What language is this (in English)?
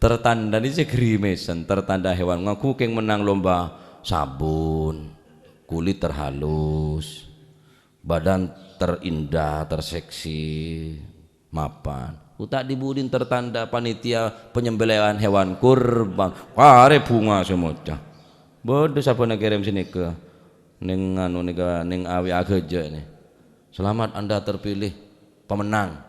Madurese